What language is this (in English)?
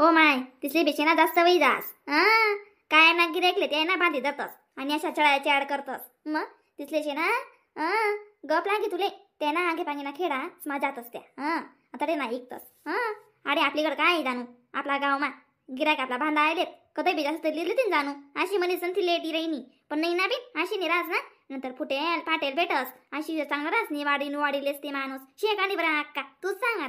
Khandesi